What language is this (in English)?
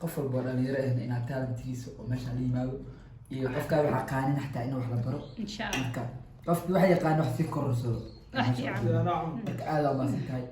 Somali